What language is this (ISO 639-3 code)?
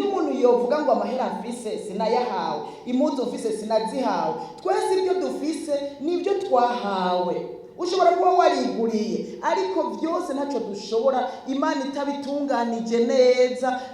run